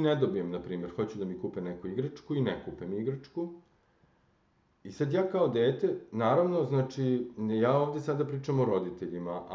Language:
Serbian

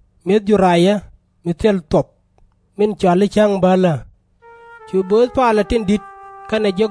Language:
Nuer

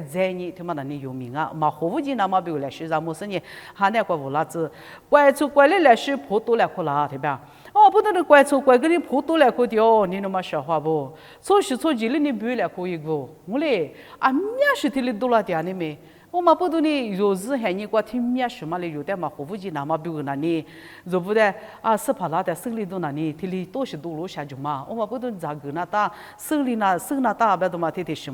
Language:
Lisu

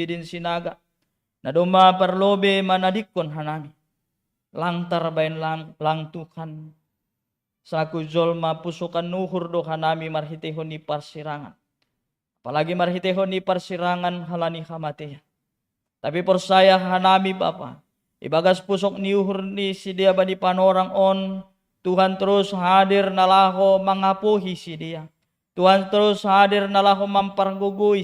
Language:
Batak Simalungun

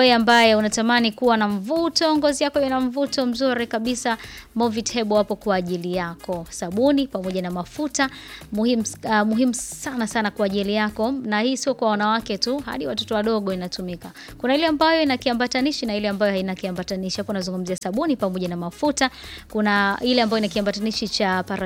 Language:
Swahili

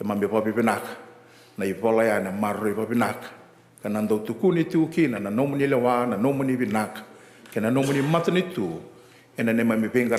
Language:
Fijian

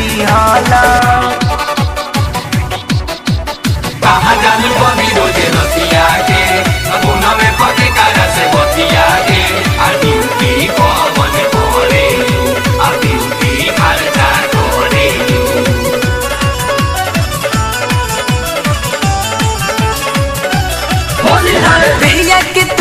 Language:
Bhojpuri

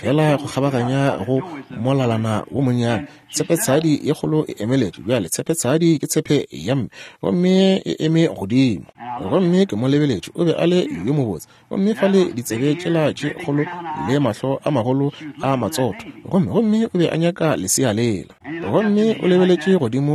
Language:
Northern Sotho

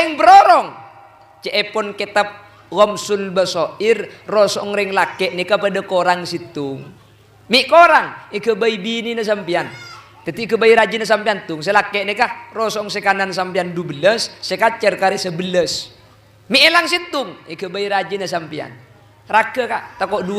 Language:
Madurese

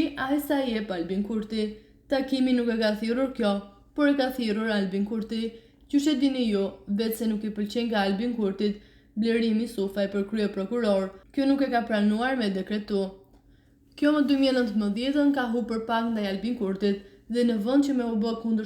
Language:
Albanian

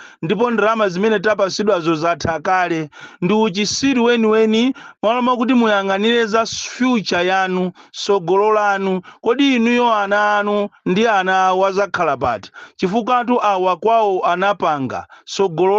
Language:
Nyanja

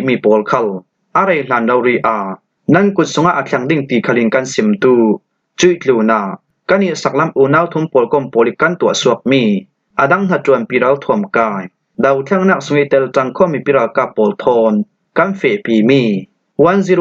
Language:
Falam Chin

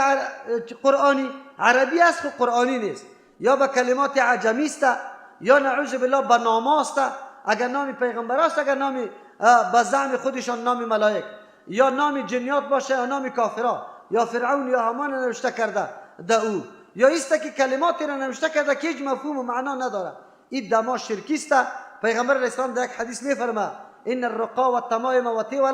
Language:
Persian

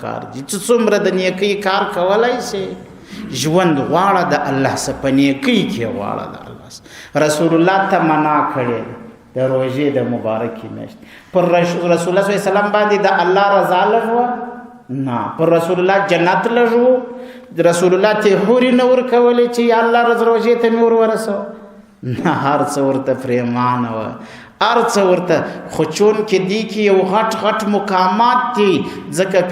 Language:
Pashto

